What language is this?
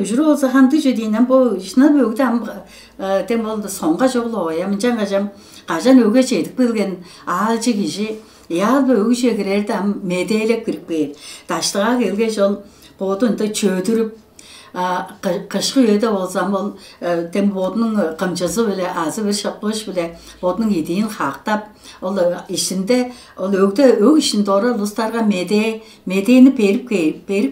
Tuvinian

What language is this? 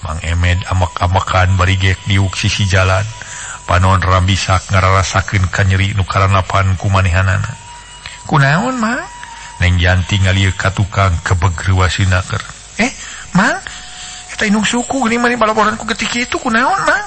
Sundanese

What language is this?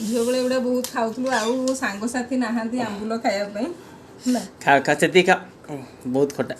Odia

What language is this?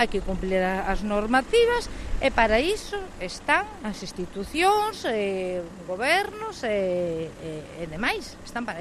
Galician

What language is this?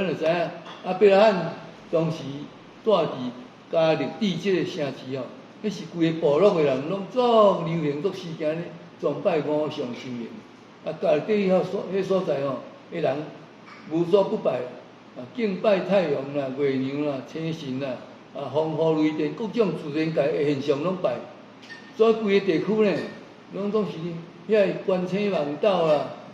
Min Nan Chinese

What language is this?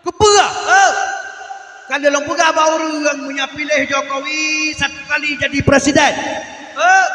Achinese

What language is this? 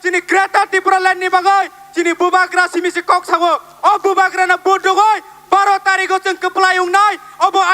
Kok Borok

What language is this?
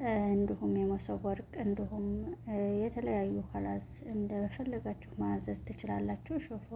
Amharic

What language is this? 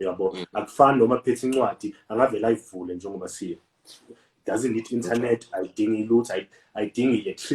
Zulu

